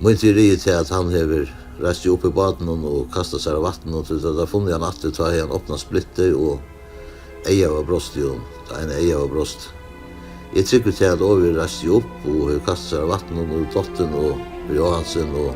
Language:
Faroese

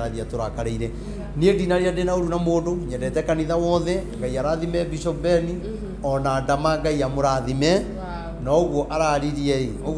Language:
Kikuyu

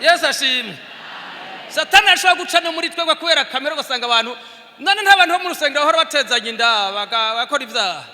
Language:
Rundi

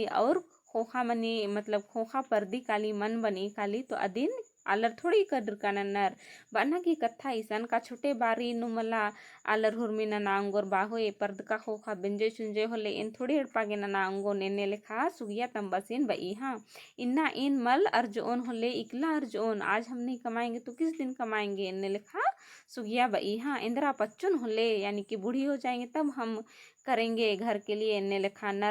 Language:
Kurukh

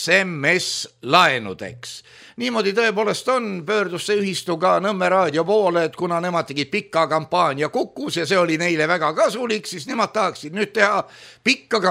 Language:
Estonian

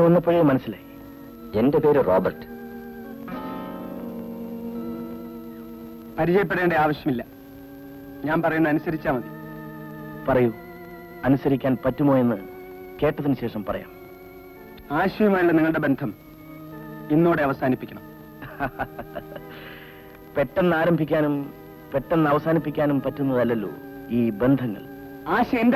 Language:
Malayalam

